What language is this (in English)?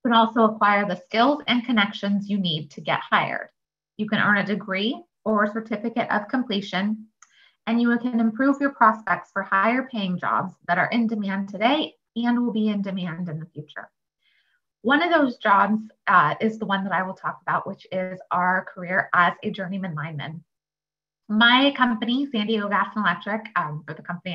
English